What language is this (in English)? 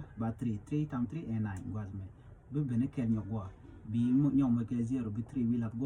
Nuer